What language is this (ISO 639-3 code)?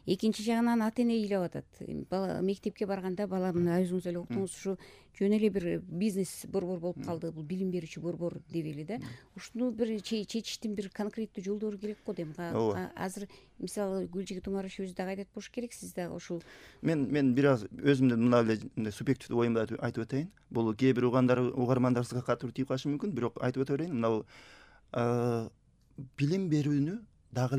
kir